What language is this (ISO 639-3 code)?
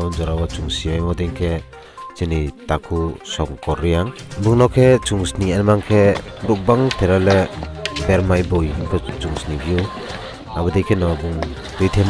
ria